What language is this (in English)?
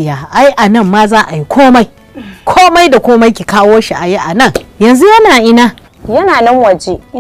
Hausa